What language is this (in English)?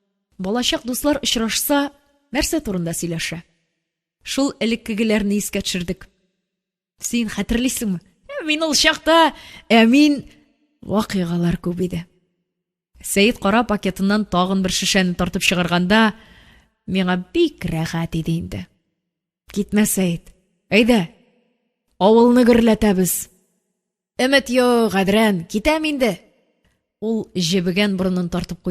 Tatar